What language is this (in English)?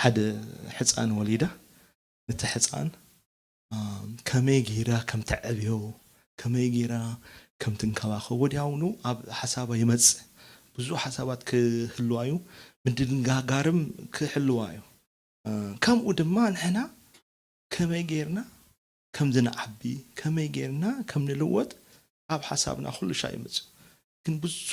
Tigrinya